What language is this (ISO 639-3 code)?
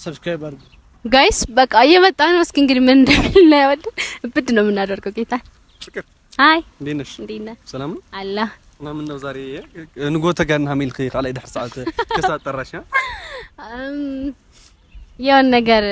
amh